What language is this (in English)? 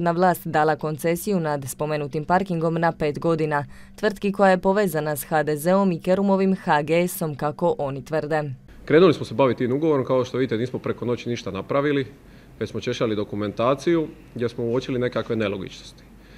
Croatian